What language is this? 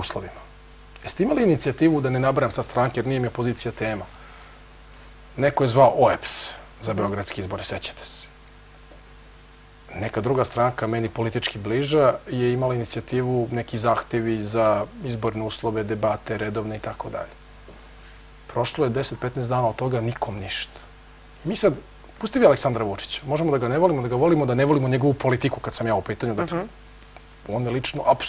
Serbian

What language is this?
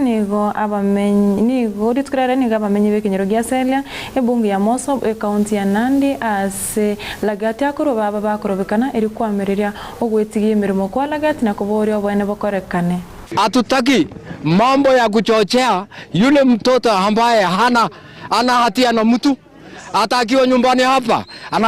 Gusii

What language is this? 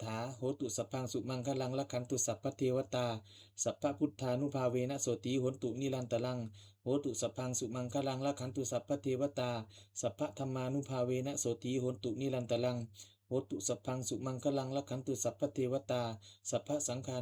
Pali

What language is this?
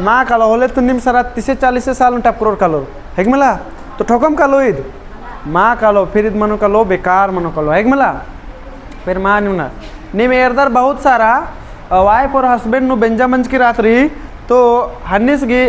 Kurukh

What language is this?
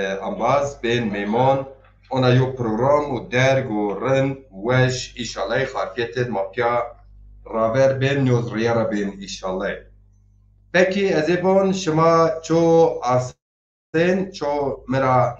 Zaza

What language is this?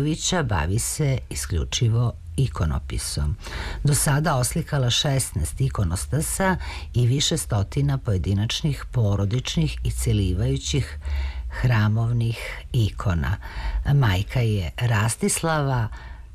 Serbian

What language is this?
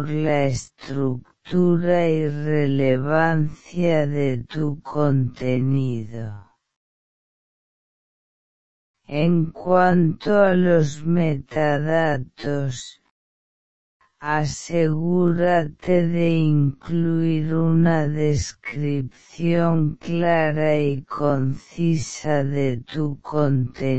Spanish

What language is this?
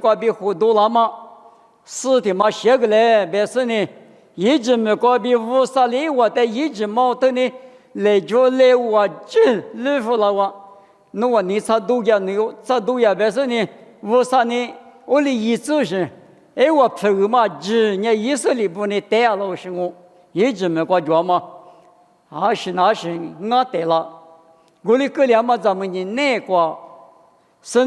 Lisu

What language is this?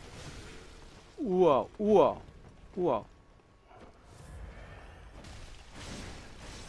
Korean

